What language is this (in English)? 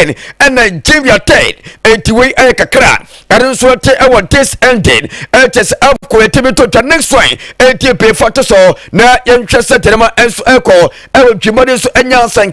Akan